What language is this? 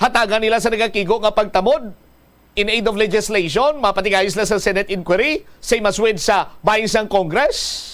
Hiligaynon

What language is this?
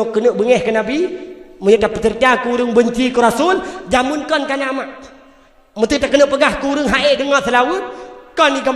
Achinese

